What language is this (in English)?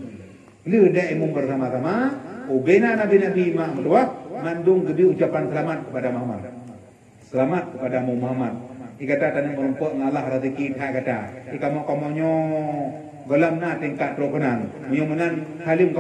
Achinese